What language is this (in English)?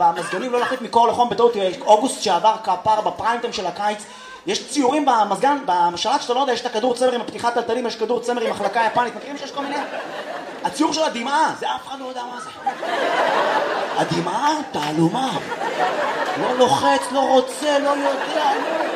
Hebrew